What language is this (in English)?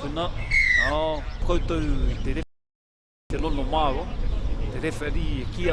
Māori